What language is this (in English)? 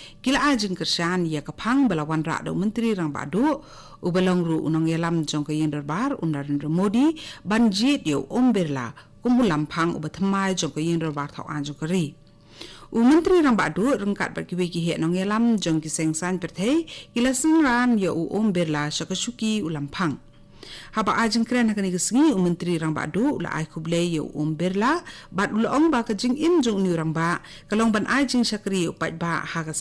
Khasi